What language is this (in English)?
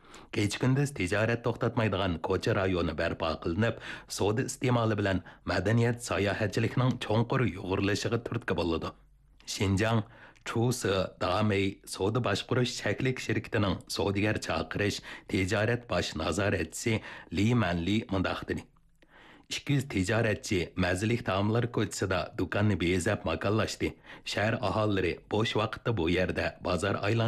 Uyghur